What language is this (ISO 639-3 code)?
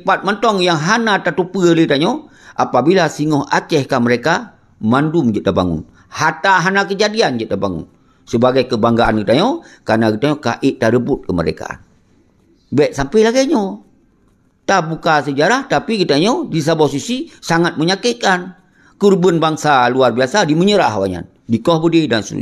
ace